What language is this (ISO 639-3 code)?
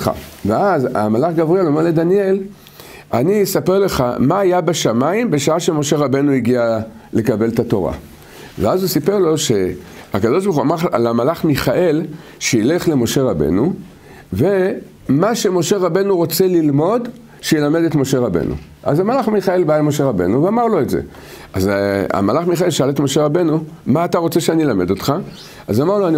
heb